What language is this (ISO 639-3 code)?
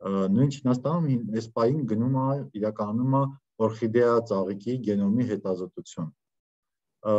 hye